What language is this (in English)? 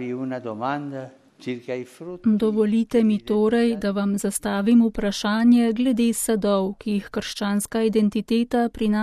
Slovenian